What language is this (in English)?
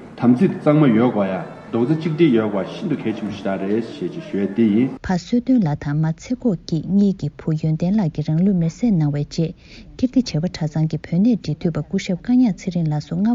Tibetan